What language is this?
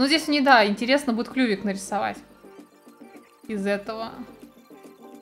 Russian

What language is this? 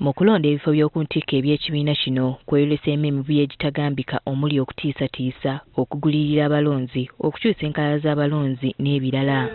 Ganda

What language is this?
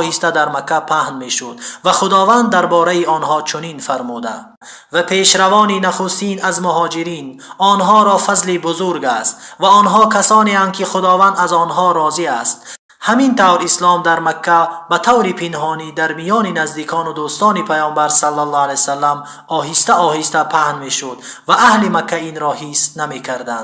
Tajik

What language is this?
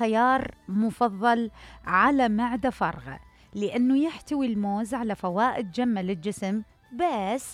Mesopotamian Arabic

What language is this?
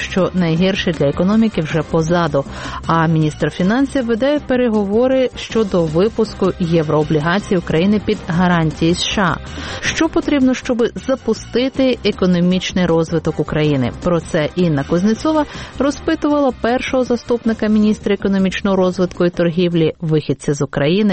Ukrainian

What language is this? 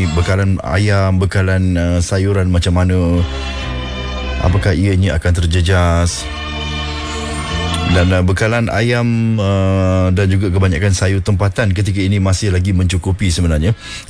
Malay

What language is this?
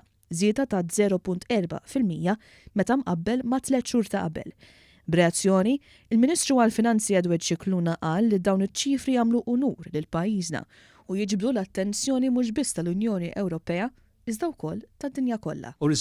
Maltese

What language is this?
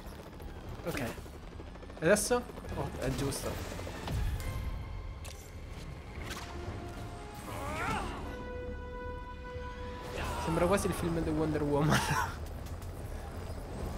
Italian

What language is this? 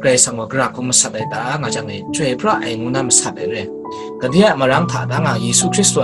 Kachin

